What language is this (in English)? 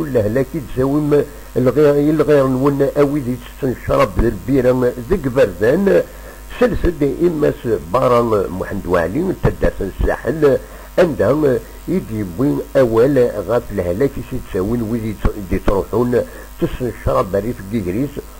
Kabyle